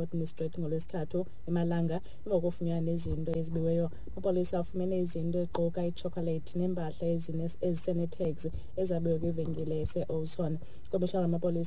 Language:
Xhosa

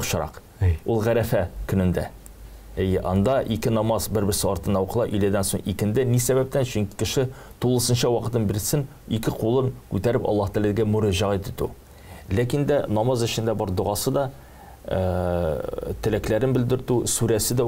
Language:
Tatar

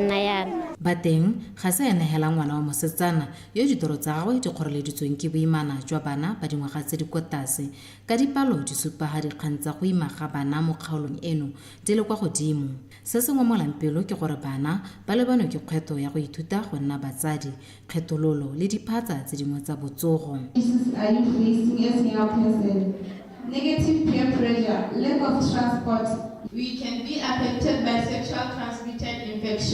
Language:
Tswana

